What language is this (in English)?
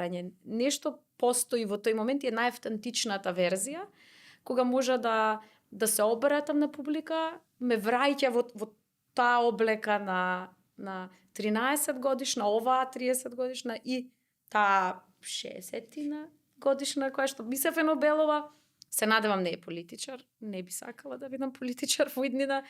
Macedonian